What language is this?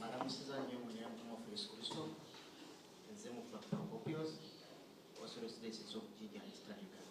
Soga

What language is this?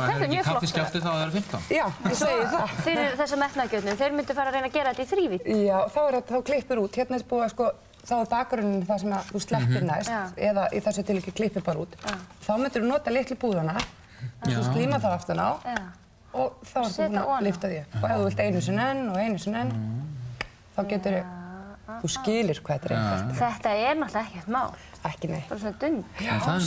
Icelandic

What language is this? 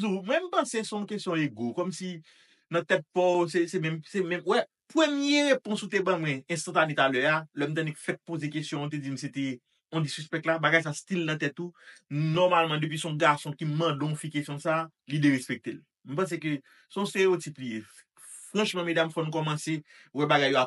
Haitian Creole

